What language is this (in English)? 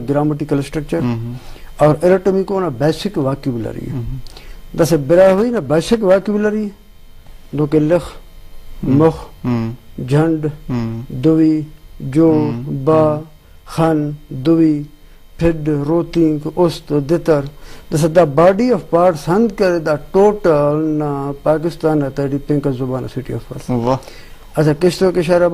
Brahui